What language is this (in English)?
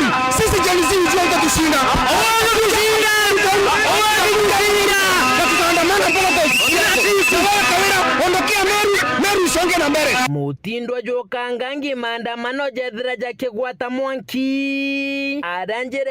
Meru